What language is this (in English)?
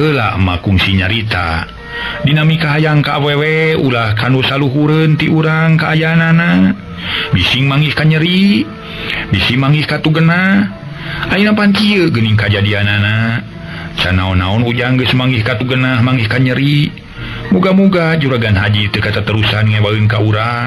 Sundanese